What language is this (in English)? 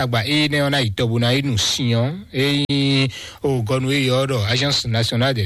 Fon